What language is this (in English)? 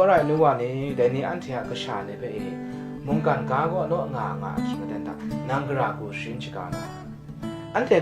Kachin